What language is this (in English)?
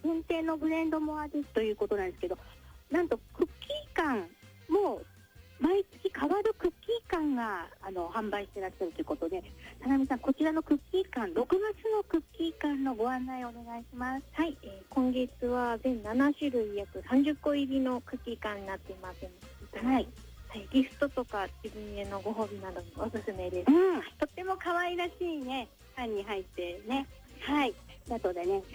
Japanese